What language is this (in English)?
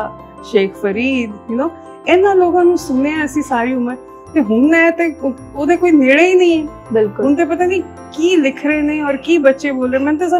Punjabi